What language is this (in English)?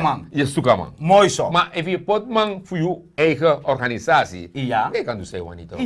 Sranan Tongo